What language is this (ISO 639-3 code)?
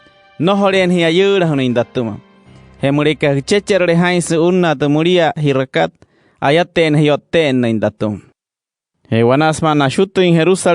guc